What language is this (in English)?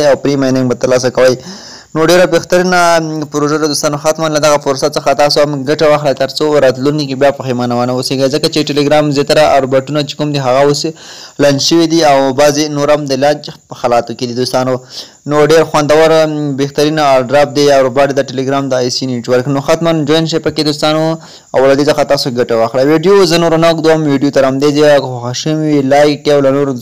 Pashto